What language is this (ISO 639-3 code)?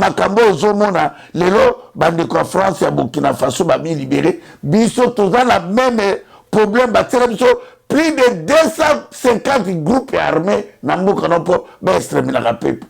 lin